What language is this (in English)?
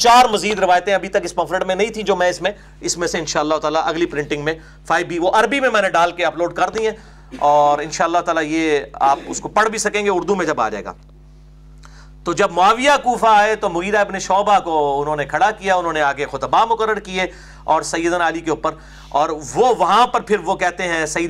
Urdu